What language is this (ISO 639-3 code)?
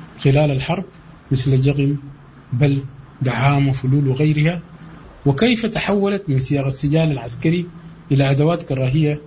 apd